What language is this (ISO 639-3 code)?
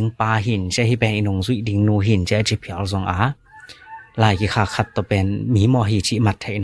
ctd